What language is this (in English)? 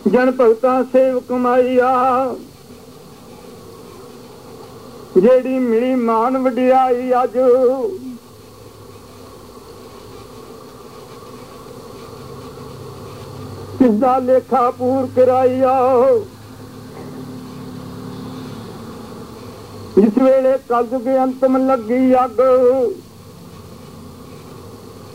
Punjabi